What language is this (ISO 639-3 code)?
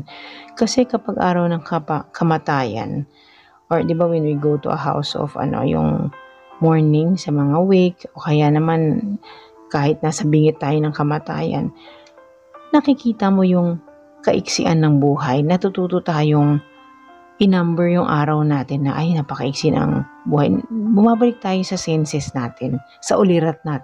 fil